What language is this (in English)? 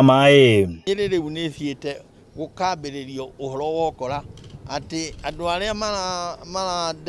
Kikuyu